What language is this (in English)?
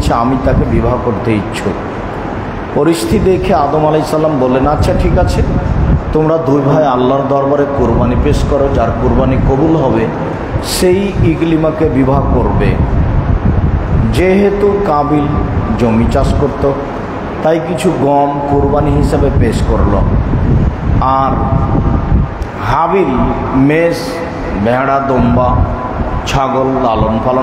Bangla